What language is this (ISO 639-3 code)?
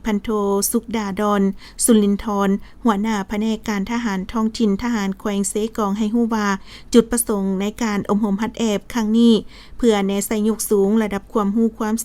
lao